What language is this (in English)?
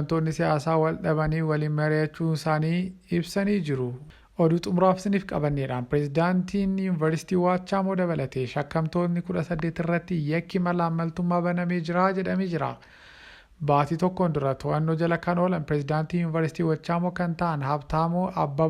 Oromo